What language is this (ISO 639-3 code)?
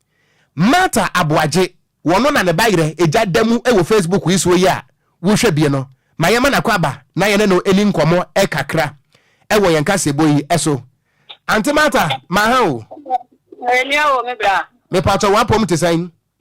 aka